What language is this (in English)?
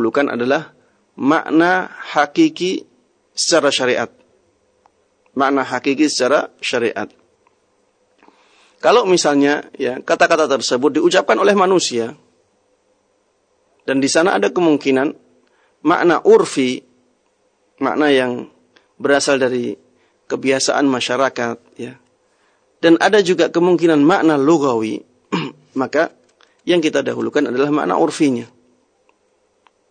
Indonesian